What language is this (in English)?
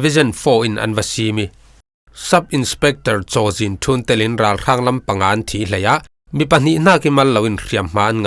Falam Chin